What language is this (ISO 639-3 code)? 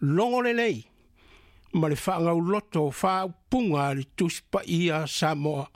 smo